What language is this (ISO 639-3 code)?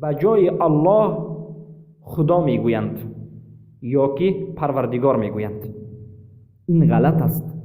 fas